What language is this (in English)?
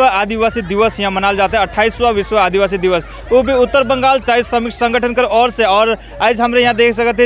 Sadri